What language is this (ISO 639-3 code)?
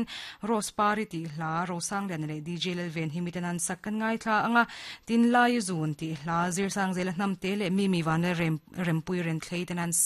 lus